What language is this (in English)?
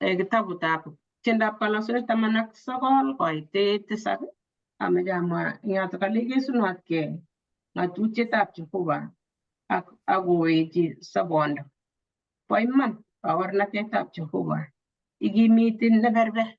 Kalenjin